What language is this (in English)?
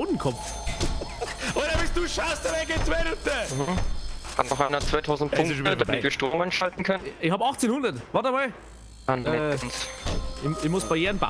Bavarian